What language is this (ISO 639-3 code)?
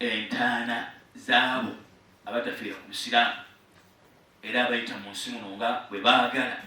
lug